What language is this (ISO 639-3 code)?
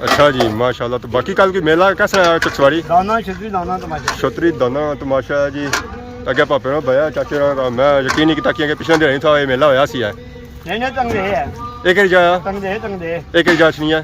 phr